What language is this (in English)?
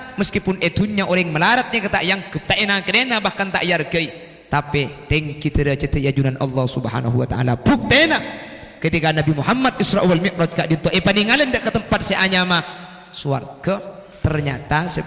Madurese